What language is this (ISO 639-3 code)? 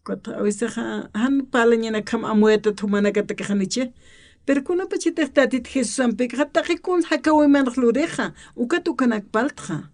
aym